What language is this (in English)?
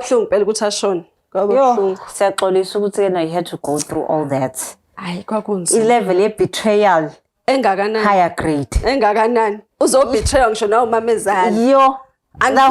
Zulu